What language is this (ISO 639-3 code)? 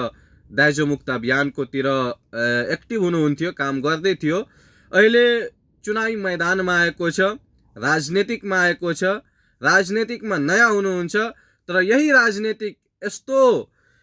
nep